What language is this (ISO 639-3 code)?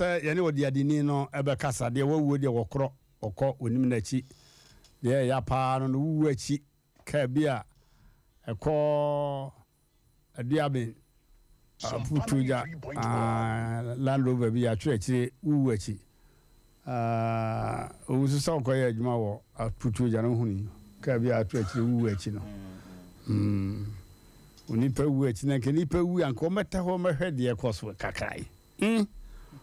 aka